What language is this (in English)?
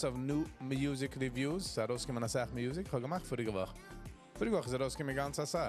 Yiddish